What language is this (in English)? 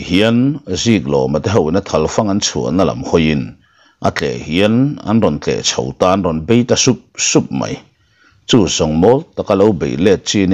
Mizo